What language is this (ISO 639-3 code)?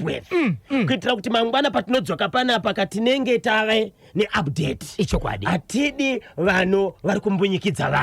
sna